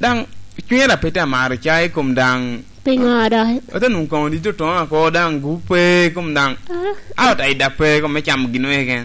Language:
Lango (Uganda)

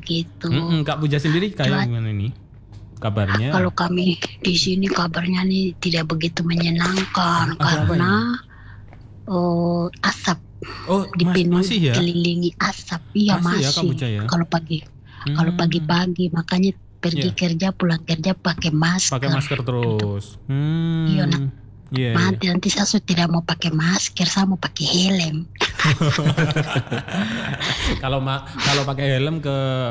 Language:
Indonesian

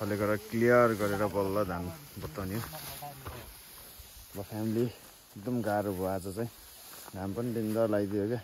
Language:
Nepali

